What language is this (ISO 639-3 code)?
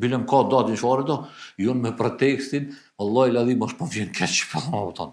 sqi